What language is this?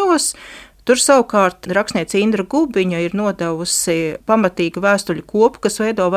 Latvian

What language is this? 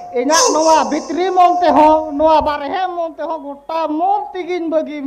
Santali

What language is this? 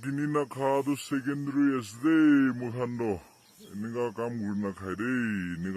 Naga Pidgin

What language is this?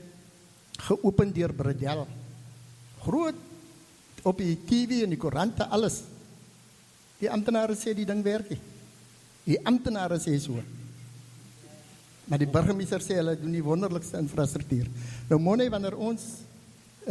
Afrikaans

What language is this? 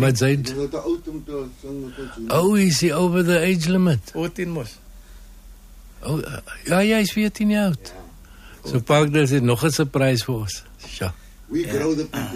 Afrikaans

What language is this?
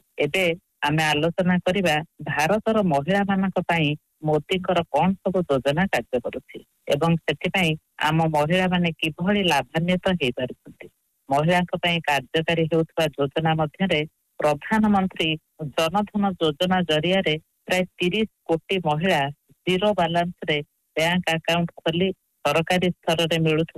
Odia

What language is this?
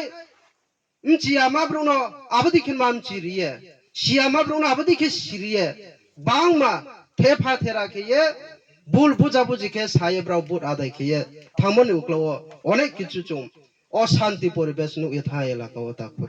Riang (India)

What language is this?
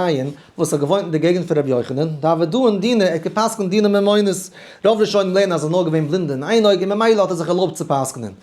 Yiddish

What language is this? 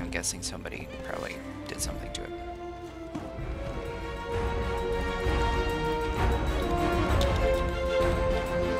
English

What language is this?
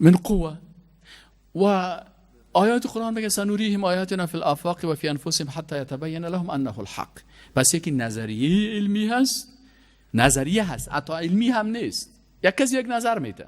Persian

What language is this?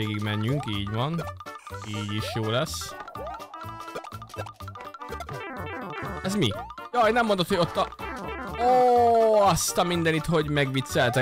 Hungarian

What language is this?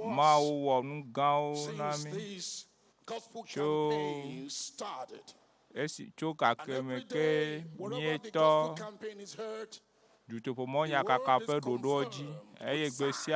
Ewe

